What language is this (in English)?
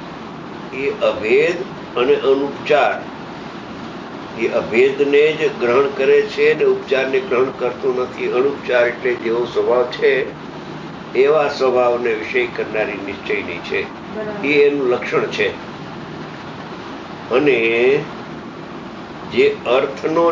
Gujarati